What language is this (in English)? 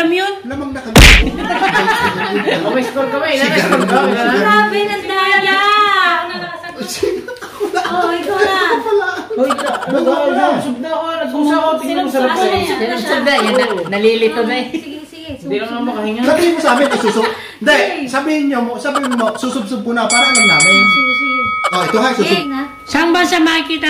Filipino